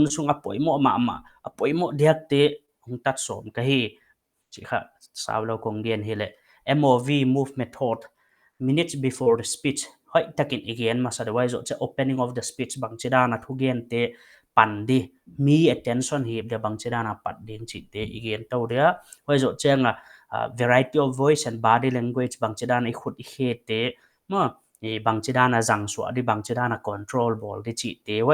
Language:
Paite Chin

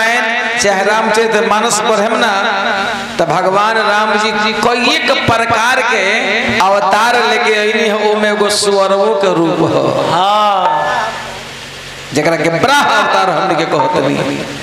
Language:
Bhojpuri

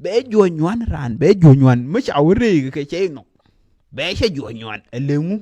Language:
Nuer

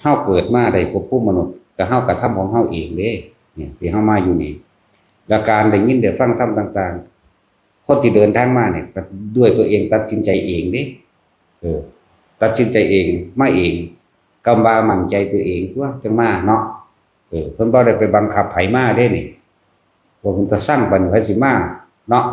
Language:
Northeastern Thai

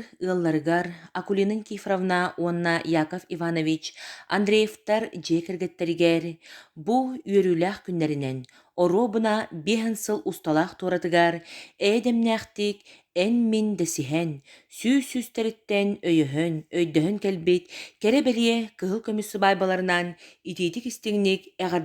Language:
Yakut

